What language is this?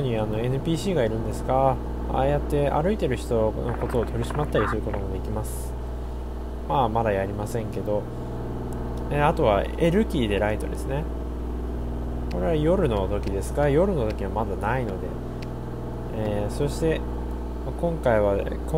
Japanese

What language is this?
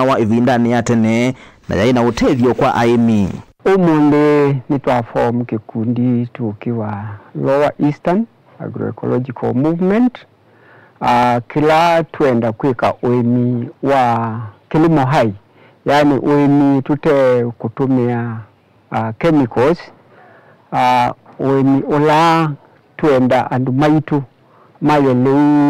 Kamba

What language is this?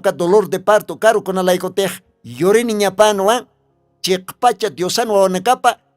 Aymara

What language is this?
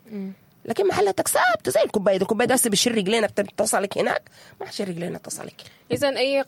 Sudanese Arabic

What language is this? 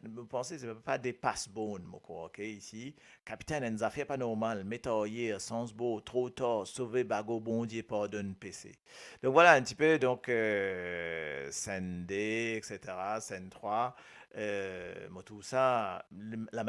Morisyen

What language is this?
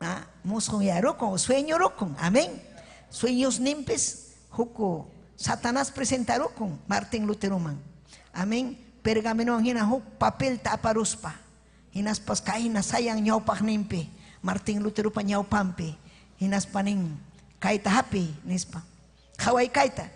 Ayacucho Quechua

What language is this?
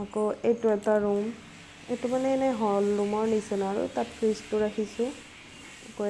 Assamese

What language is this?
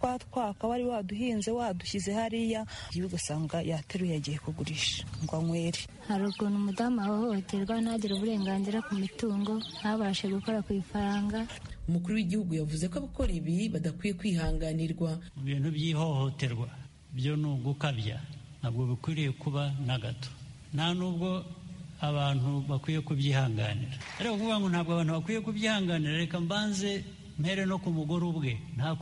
Kinyarwanda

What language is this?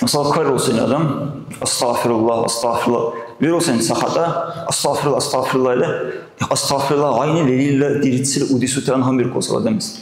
Dargwa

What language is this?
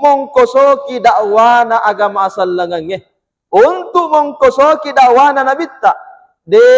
Buginese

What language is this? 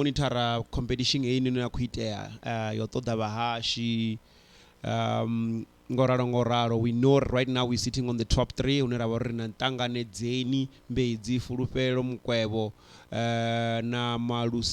Venda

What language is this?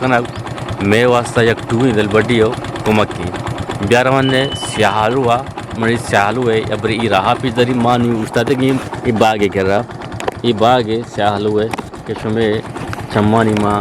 Eastern Balochi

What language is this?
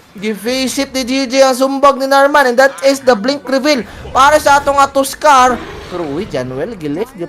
Cebuano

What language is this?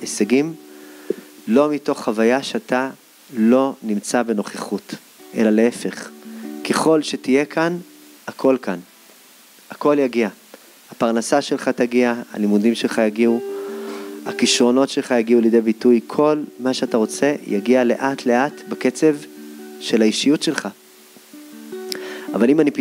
Hebrew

